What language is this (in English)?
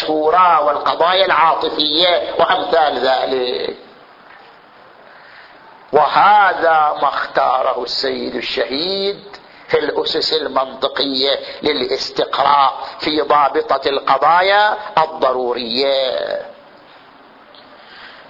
Arabic